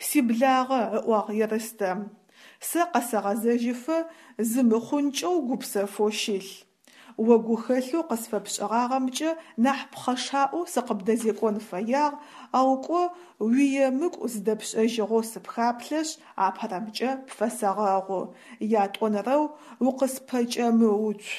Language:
Adyghe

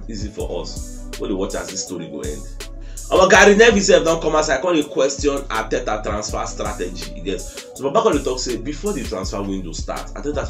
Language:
Nigerian Pidgin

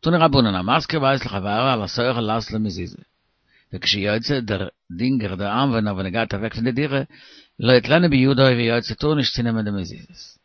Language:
Yiddish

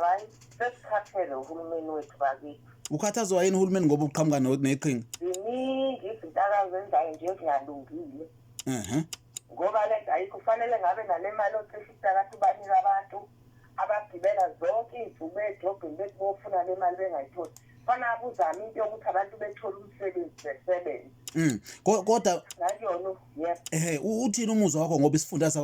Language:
Zulu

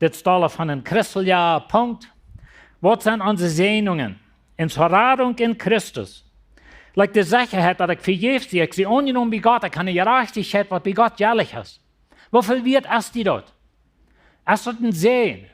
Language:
Plautdietsch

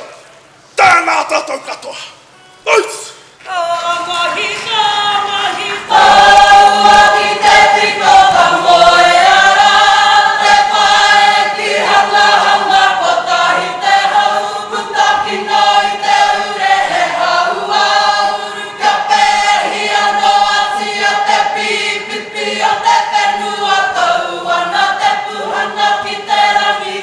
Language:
Māori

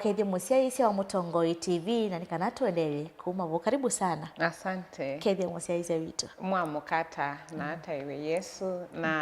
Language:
Kamba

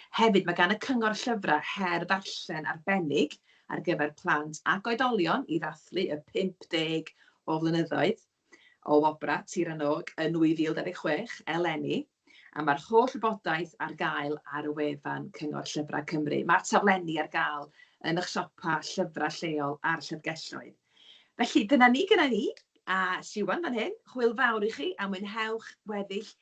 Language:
Welsh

